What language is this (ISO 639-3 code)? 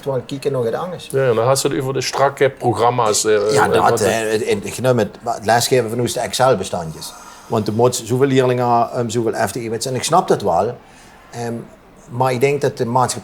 lim